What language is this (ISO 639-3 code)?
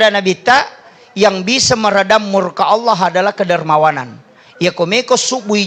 bug